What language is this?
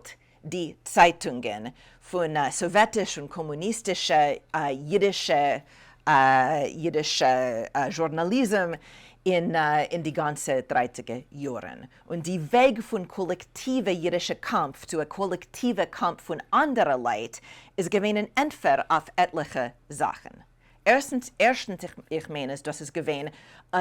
Yiddish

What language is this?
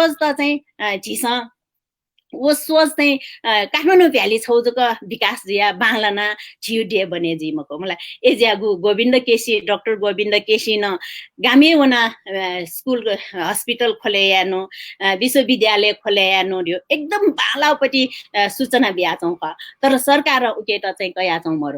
Newari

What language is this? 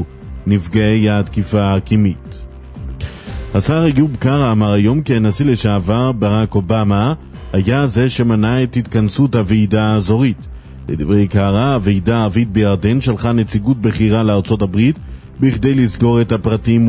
Hebrew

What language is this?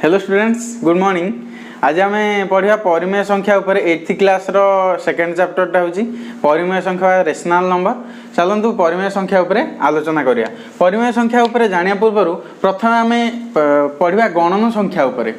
Odia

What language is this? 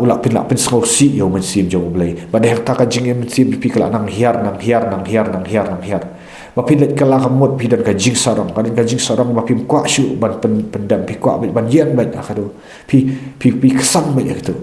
Khasi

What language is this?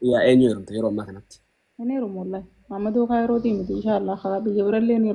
Oromo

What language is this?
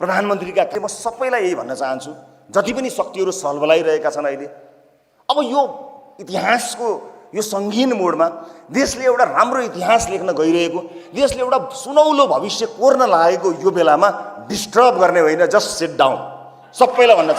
Nepali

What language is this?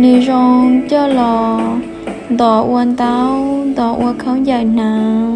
Hmong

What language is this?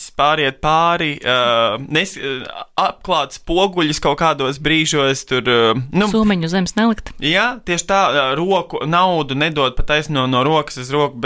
Latvian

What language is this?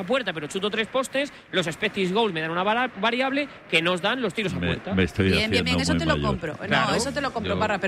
Spanish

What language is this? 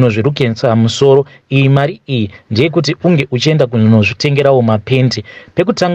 Shona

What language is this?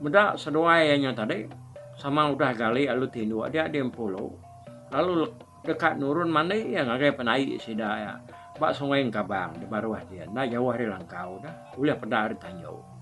Iban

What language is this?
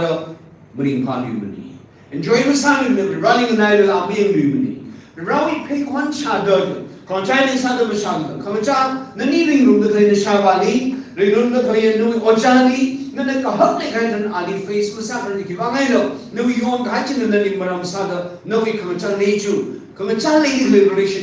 Tangkhul Naga (India)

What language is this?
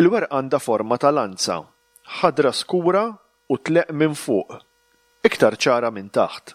Maltese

